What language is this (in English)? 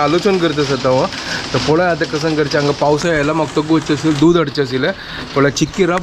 Konkani